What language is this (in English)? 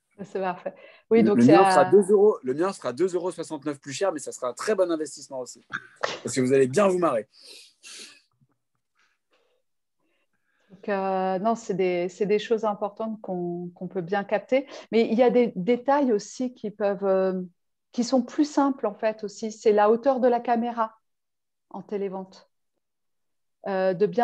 French